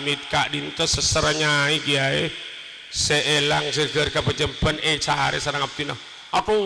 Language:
Madurese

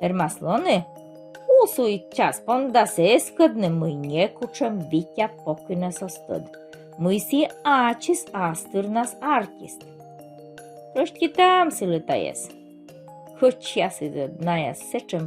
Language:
Komi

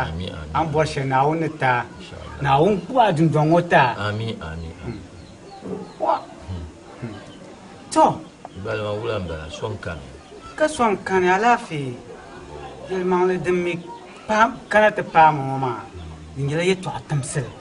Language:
Dagbani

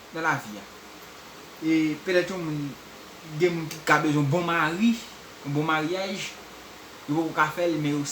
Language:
Haitian Creole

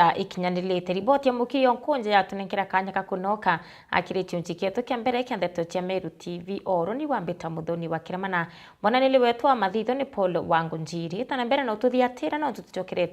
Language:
Meru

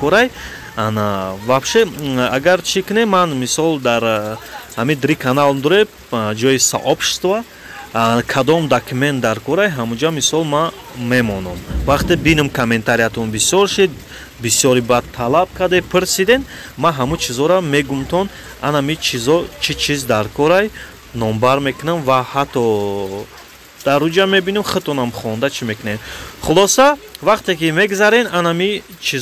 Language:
Tajik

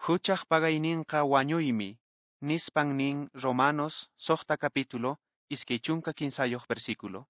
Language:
Quechua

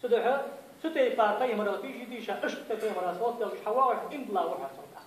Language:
Ingush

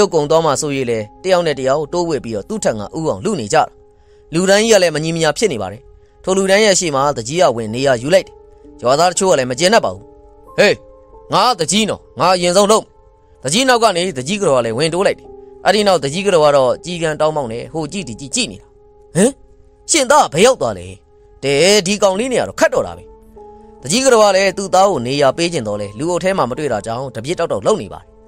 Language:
Burmese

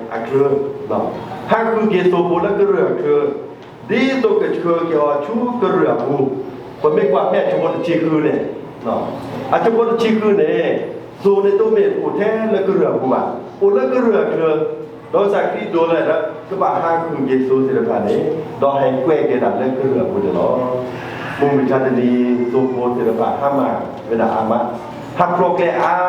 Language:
S'gaw Karen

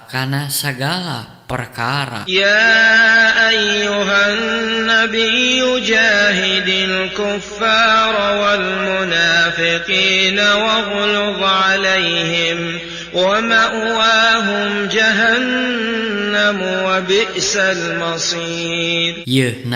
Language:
Sundanese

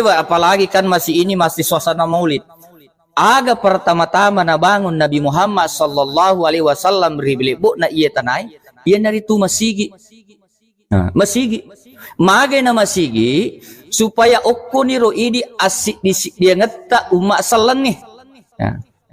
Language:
Buginese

